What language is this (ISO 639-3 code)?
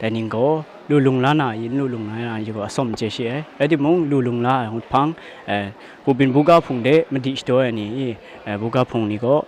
kac